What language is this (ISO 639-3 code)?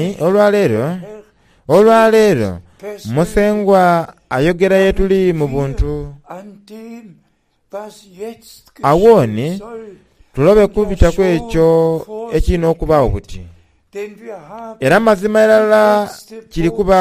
xog